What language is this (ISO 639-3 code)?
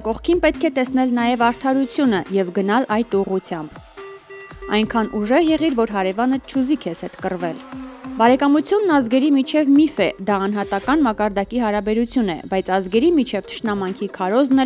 hye